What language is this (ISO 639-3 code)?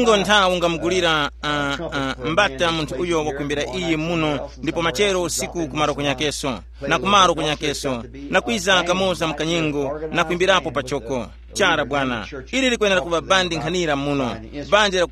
tum